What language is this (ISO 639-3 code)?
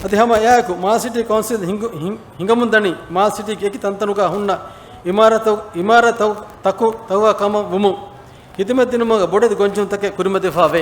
div